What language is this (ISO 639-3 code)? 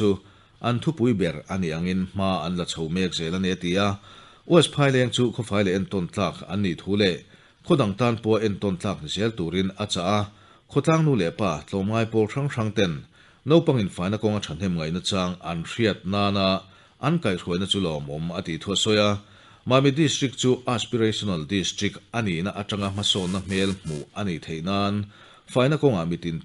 lus